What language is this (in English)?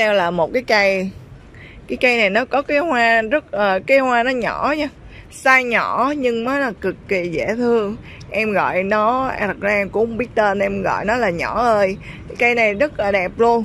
Vietnamese